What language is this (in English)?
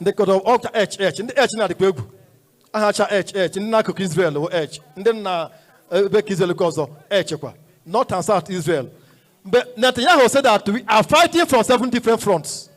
Igbo